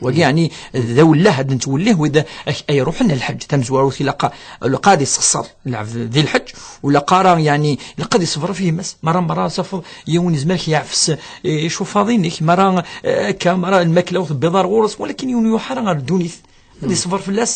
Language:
Kabyle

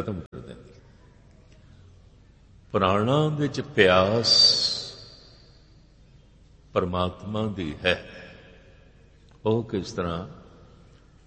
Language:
Punjabi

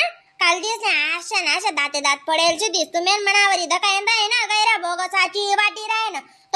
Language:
Khandesi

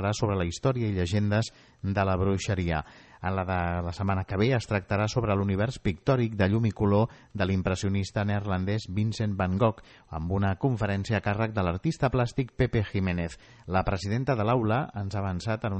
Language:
Catalan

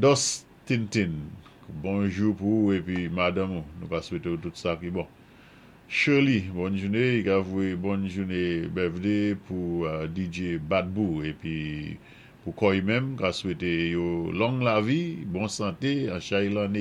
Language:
Saint Lucian Creole French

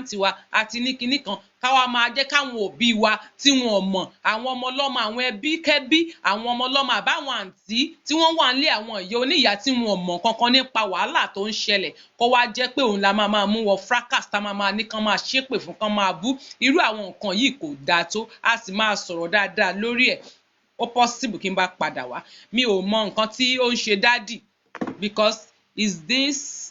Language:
Yoruba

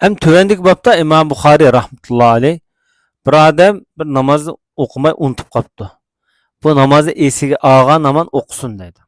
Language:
Uyghur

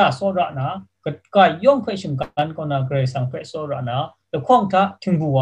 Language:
Kachin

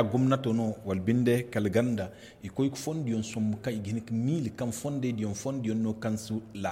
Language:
Zarma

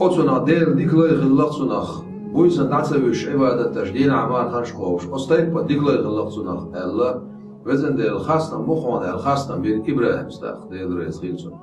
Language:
Chechen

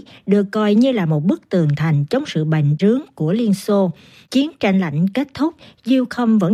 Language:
Vietnamese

